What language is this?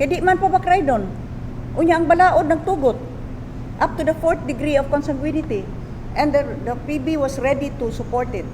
Cebuano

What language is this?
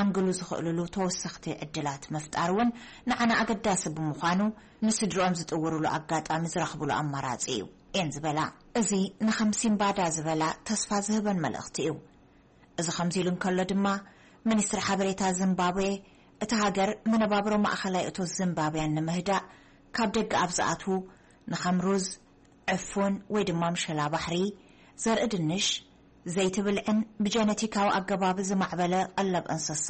Tigrinya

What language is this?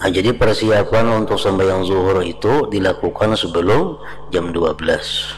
Banjar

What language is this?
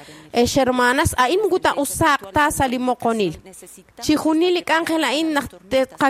Kekchí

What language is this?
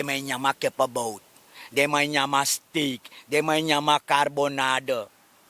Sranan Tongo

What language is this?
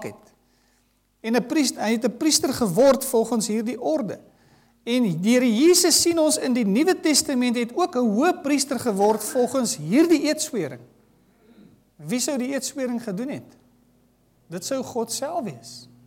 Afrikaans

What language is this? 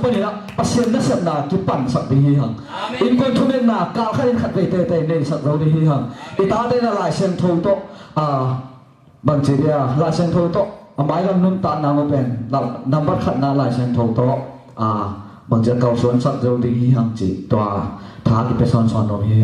Tedim Chin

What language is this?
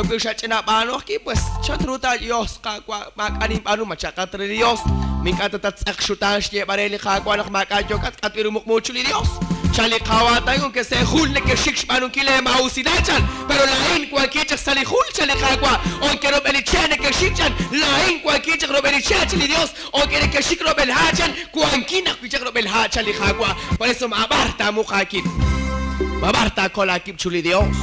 Kekchí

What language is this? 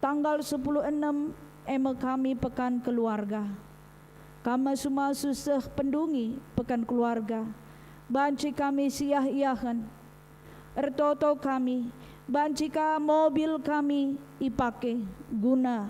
Batak Karo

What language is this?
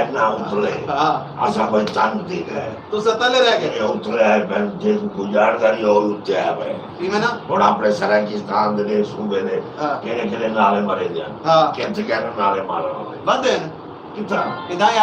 Saraiki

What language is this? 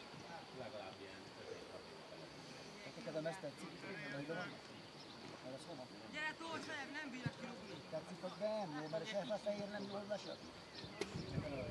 Hungarian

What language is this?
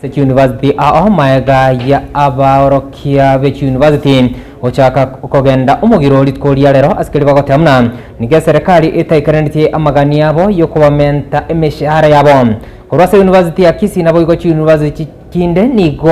Gusii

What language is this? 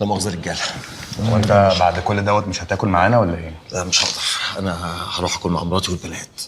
Egyptian Arabic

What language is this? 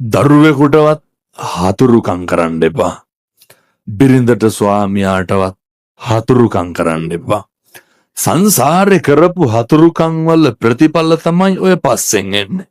Sinhala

